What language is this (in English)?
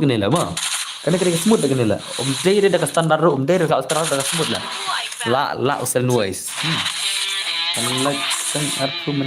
Khasi